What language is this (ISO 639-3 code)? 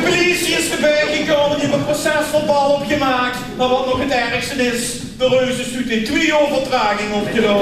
lim